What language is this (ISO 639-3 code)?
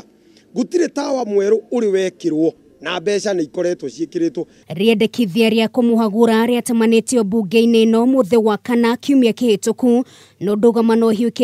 kik